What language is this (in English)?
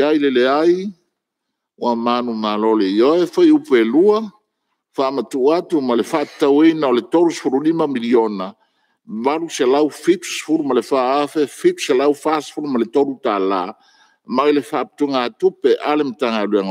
Samoan